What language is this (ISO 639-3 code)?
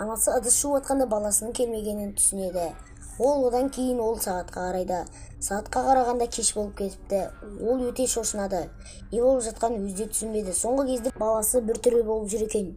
kaz